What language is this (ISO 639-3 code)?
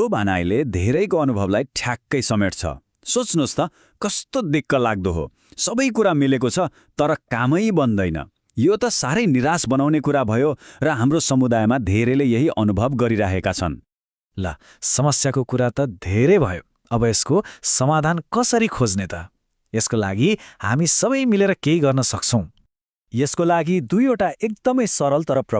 nep